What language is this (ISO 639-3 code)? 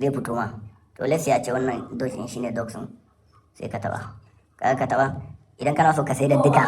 hau